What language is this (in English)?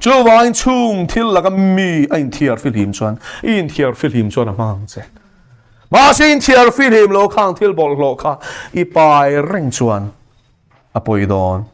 Mizo